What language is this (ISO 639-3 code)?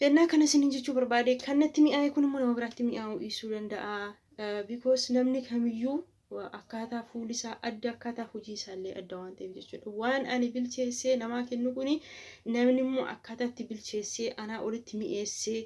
orm